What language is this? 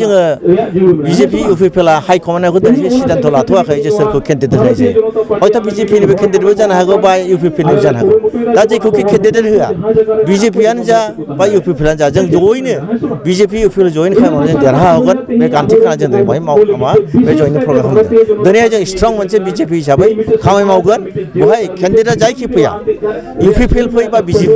Bodo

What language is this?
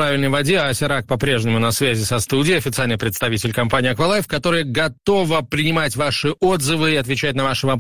Russian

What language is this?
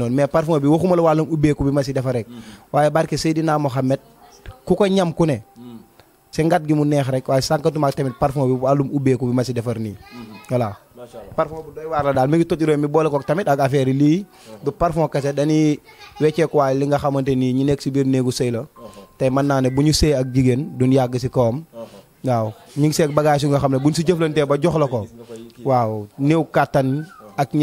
Wolof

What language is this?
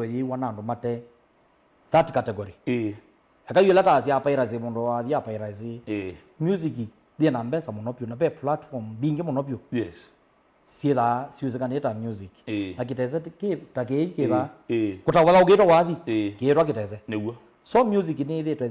Kamba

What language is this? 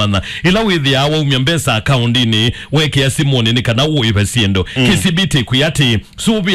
Kamba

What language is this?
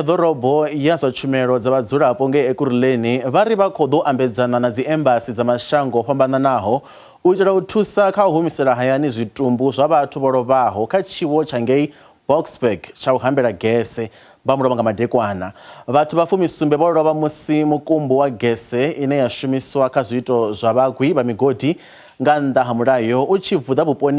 Venda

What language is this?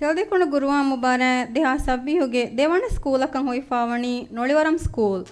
Divehi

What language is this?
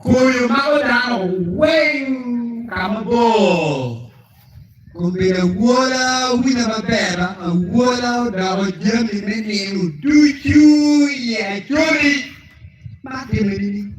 Acoli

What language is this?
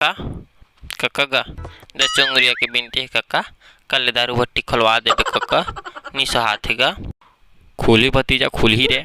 Chhattisgarhi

